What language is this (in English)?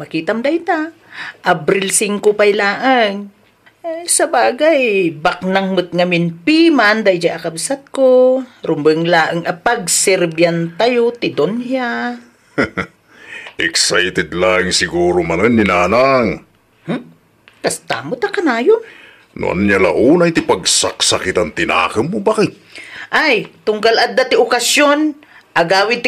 Iloko